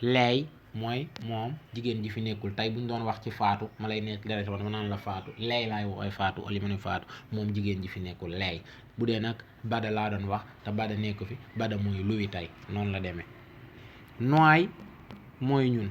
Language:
Wolof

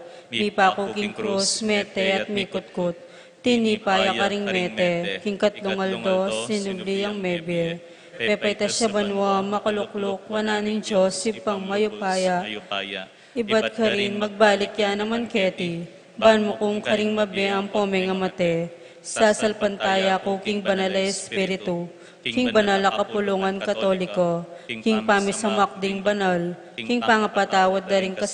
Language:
Pampanga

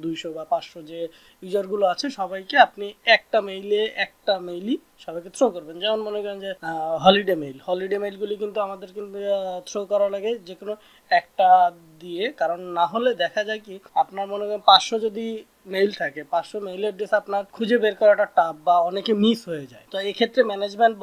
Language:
Bangla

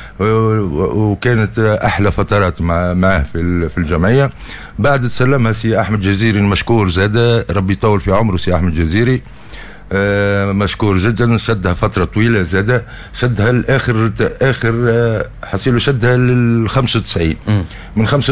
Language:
Tunisian Arabic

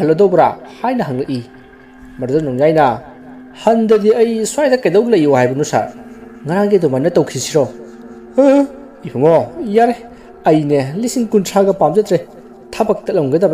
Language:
Manipuri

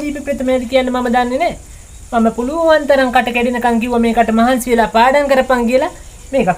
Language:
Sinhala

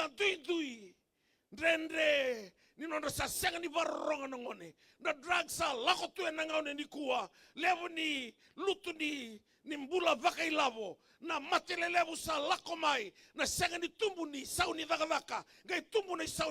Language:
Fijian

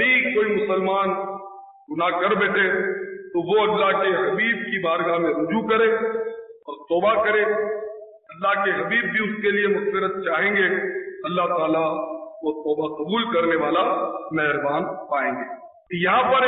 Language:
Urdu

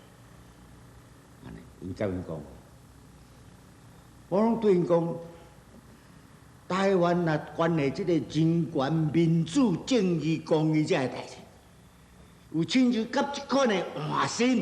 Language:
Min Nan Chinese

